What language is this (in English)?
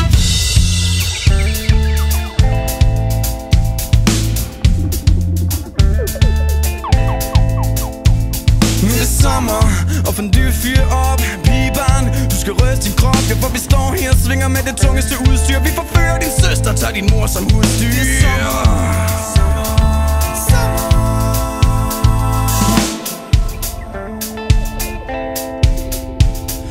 Danish